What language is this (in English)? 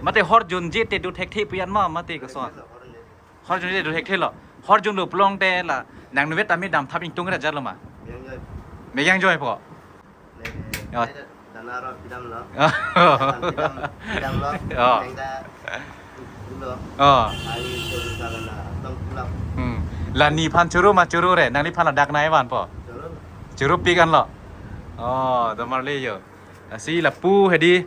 Karbi